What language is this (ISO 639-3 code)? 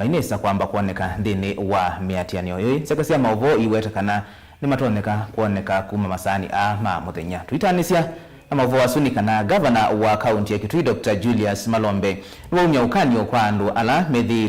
kam